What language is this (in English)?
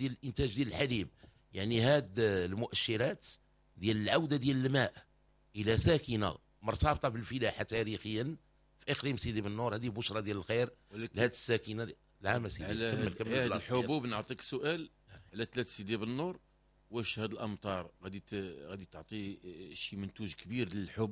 Moroccan Arabic